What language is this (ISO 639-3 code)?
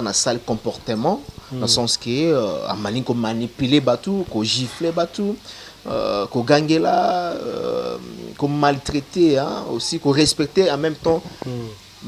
lin